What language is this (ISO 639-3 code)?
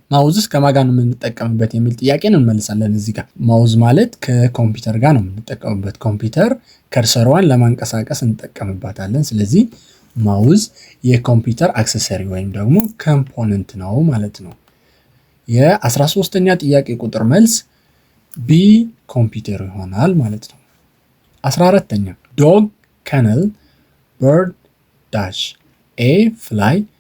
amh